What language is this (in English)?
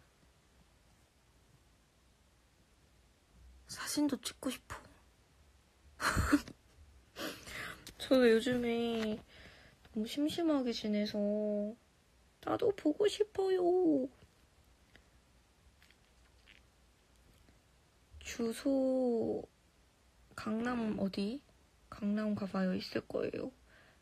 Korean